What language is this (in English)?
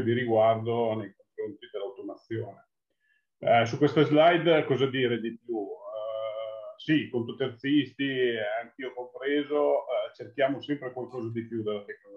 Italian